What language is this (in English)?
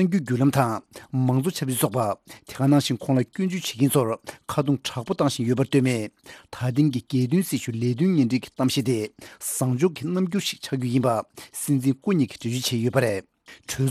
Tibetan